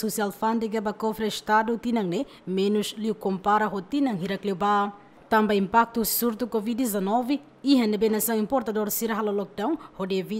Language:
Tetum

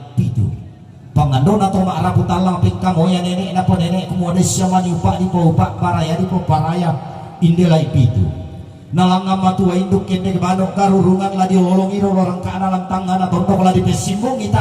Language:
Toraja-Sa'dan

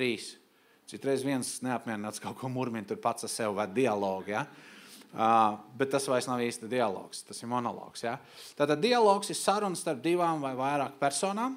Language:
Latvian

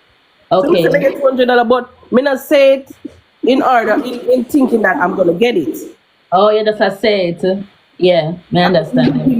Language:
Jamaican Creole English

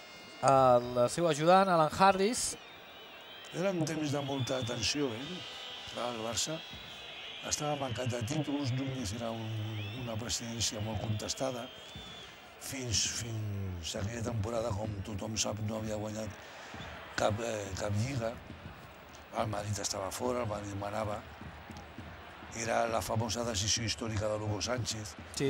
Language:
Catalan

